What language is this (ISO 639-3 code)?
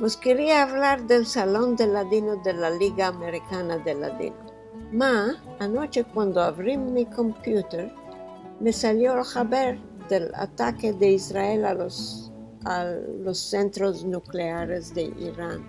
lad